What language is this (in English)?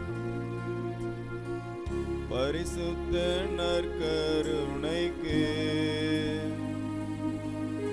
Tamil